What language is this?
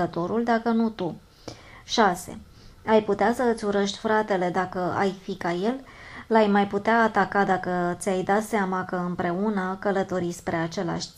Romanian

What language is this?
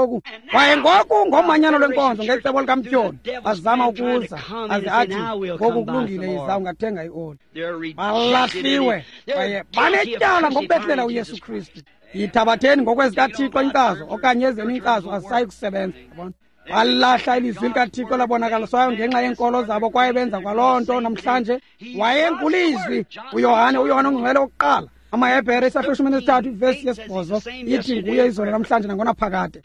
Xhosa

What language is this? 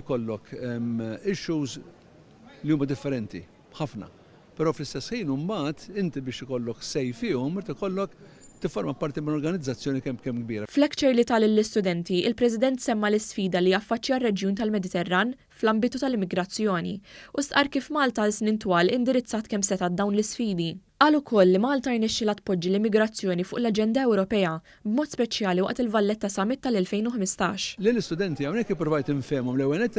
Maltese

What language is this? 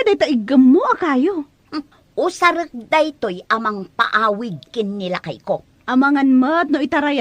Iloko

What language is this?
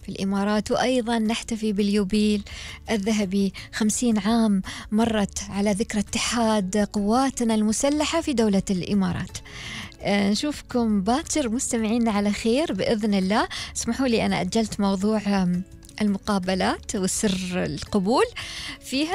Gulf Arabic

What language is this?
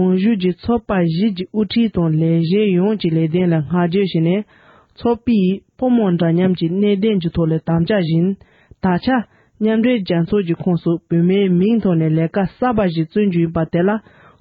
Tibetan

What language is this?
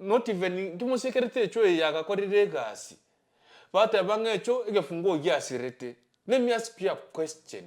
Gusii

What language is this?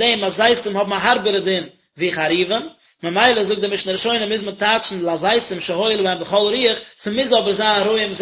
Yiddish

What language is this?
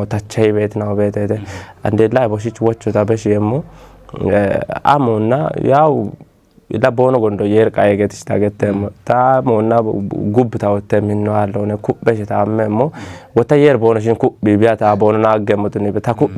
Kafa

